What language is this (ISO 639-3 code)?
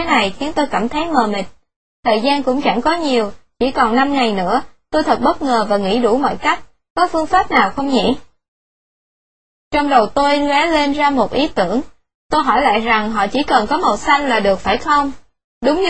vie